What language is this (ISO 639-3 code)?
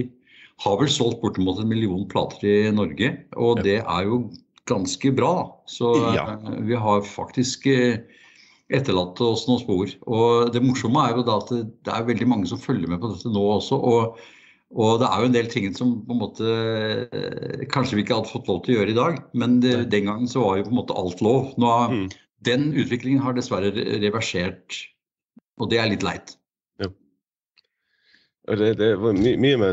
nor